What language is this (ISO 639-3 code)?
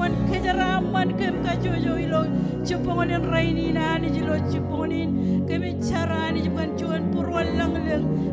mah